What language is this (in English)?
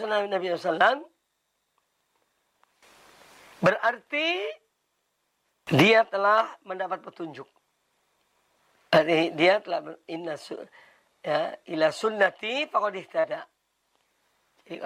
Indonesian